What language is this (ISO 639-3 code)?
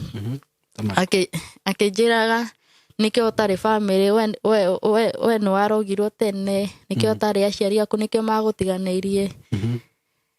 kik